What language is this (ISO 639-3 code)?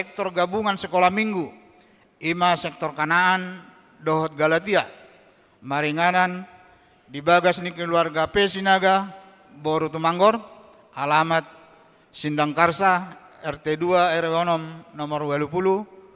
bbc